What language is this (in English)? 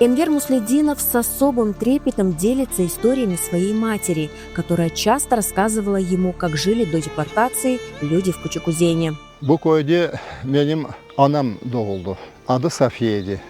Crimean Tatar